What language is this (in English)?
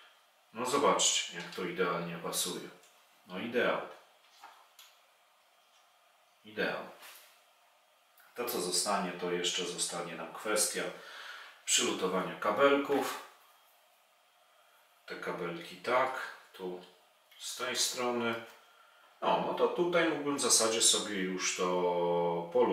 Polish